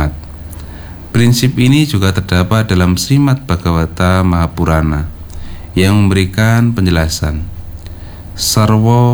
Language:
Indonesian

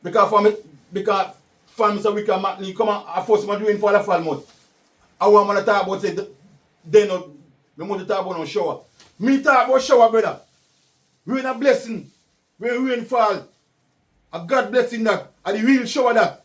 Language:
Jamaican Creole English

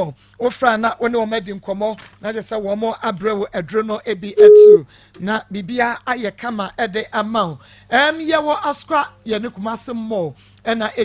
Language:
Akan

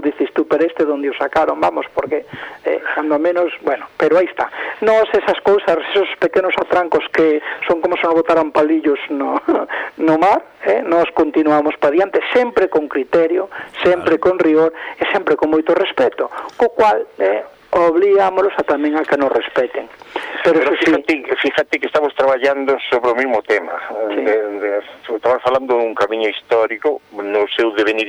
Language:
Galician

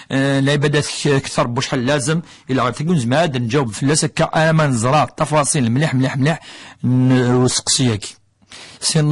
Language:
Kabyle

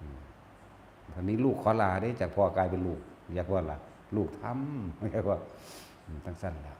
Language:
Northeastern Thai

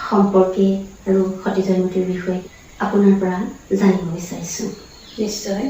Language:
Assamese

